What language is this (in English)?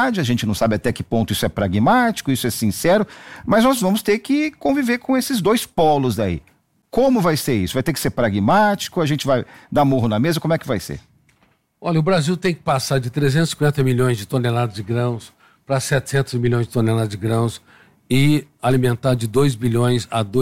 Portuguese